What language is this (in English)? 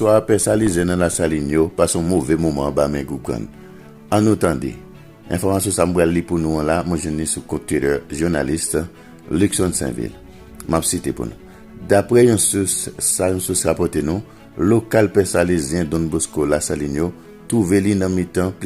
Haitian Creole